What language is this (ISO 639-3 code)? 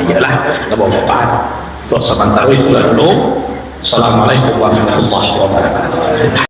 min